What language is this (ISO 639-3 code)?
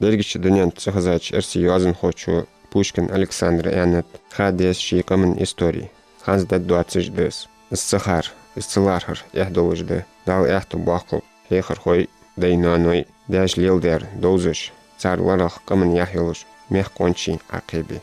inh